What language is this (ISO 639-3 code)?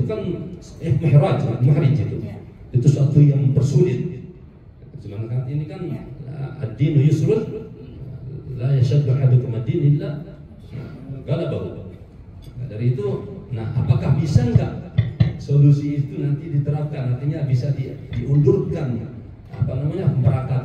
ind